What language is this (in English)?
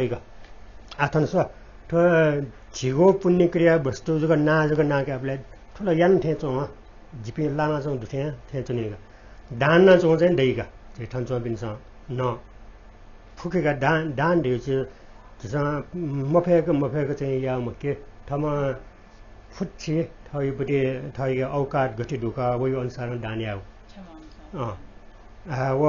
Newari